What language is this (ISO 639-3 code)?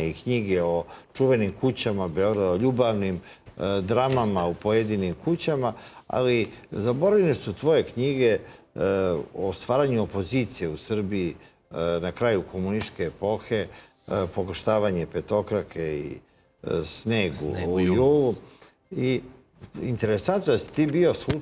srp